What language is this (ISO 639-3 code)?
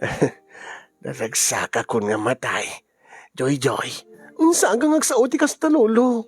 ilo